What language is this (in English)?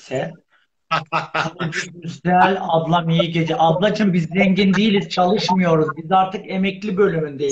Turkish